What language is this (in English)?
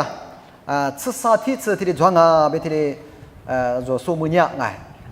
Lisu